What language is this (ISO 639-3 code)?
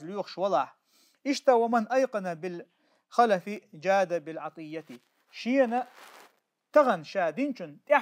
che